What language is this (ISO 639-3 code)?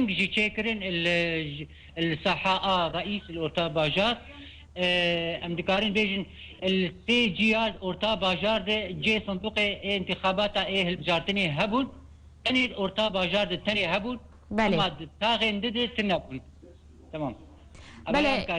kur